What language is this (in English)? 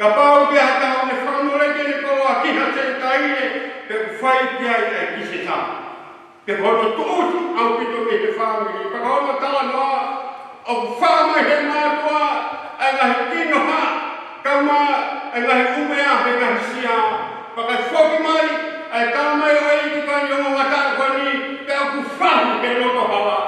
Tongan